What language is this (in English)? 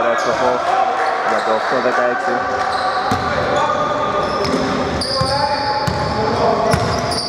Greek